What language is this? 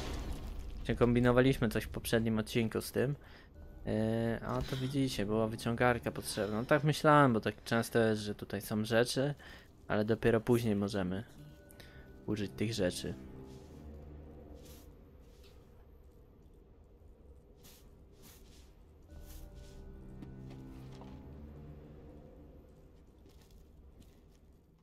Polish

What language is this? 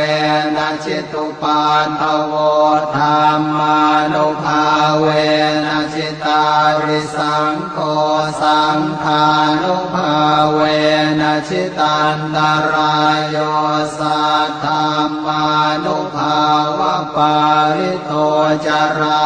Pali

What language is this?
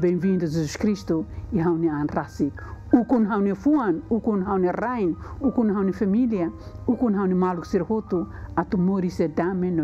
Tetum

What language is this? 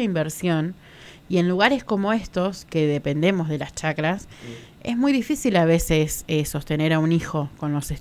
Spanish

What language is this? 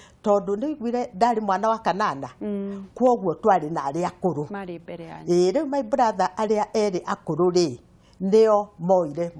Kikuyu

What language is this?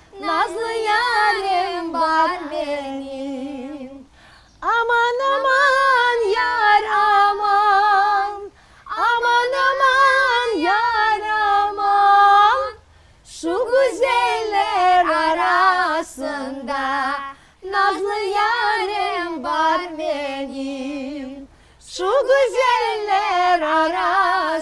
Crimean Tatar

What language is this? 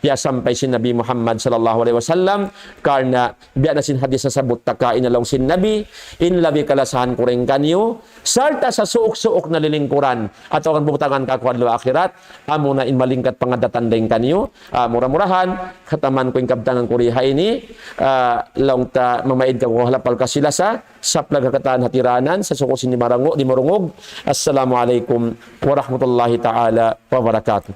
Tausug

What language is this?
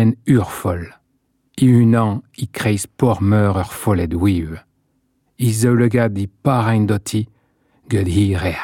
Breton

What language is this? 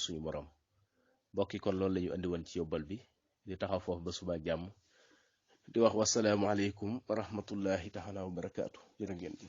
Wolof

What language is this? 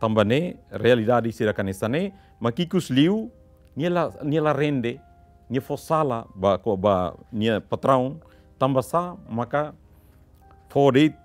Tetum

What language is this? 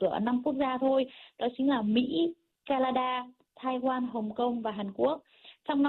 Vietnamese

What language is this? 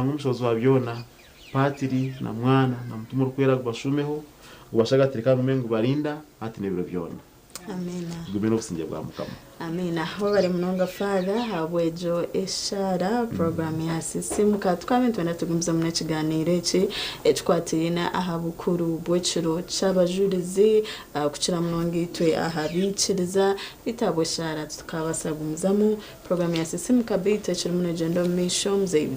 Nyankole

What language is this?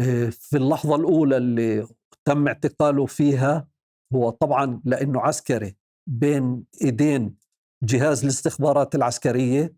North Levantine Arabic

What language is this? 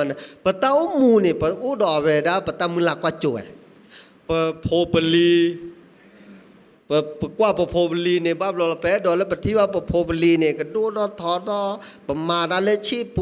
S'gaw Karen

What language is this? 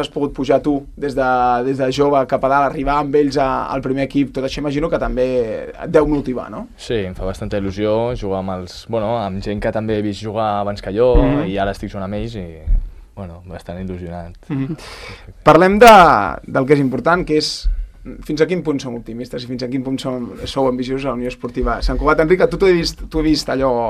Catalan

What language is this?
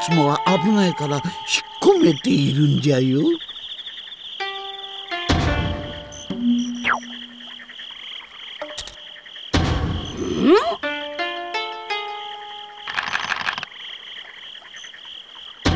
Japanese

